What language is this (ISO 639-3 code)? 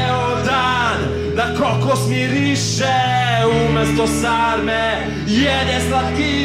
srp